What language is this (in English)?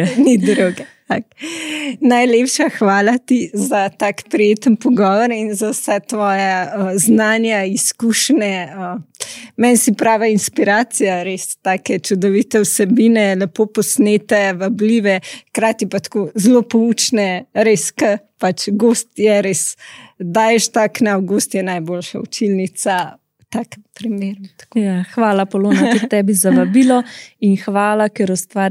Slovenian